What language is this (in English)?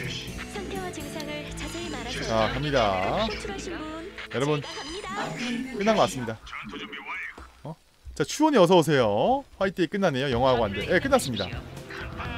Korean